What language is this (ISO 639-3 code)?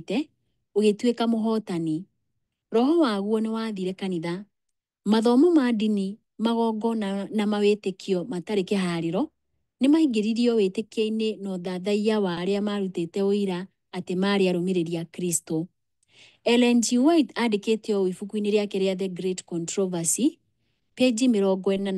kik